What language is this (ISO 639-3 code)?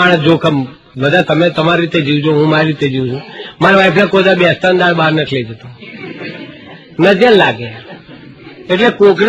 guj